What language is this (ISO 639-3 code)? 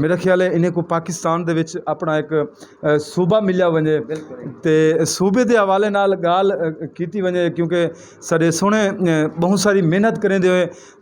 skr